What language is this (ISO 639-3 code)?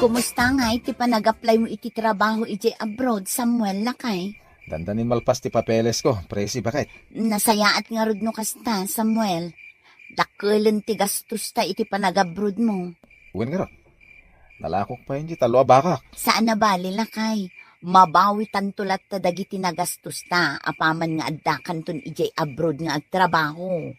ilo